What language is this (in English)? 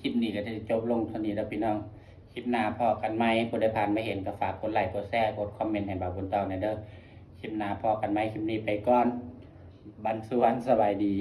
Northeastern Thai